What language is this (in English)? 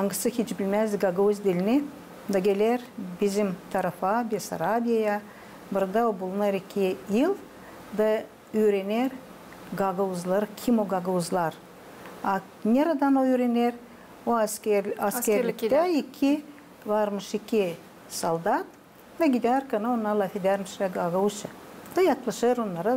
Gagauz